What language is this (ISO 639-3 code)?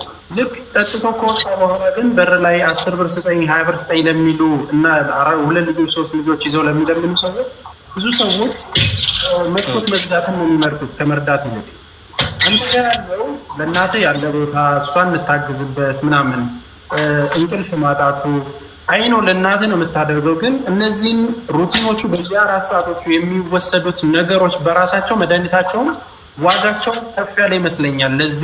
amh